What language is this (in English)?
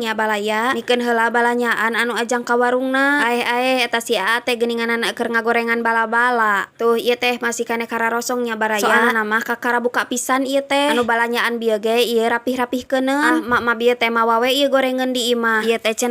Sundanese